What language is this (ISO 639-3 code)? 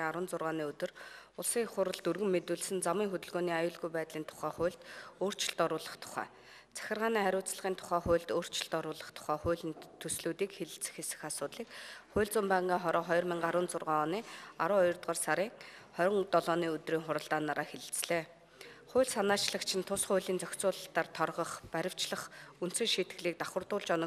mon